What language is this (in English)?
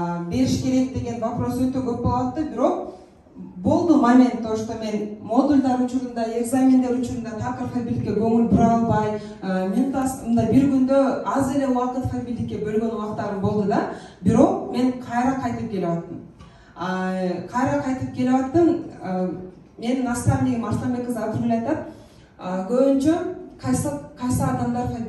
Kyrgyz